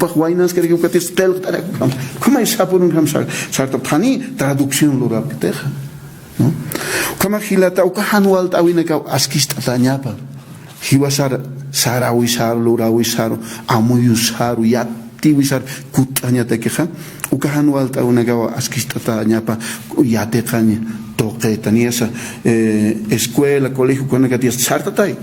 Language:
Aymara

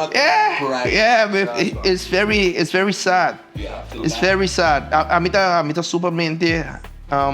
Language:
Papiamento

